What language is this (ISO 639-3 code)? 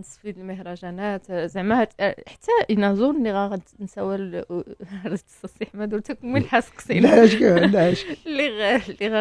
ary